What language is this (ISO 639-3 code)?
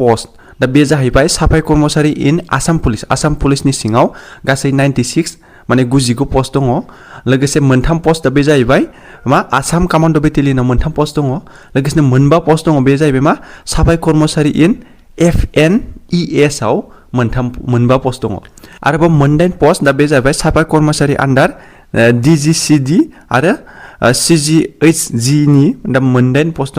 brx